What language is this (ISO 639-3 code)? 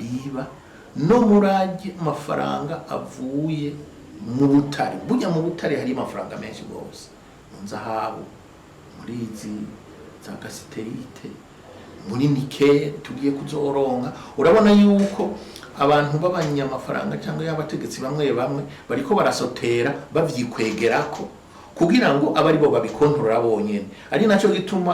run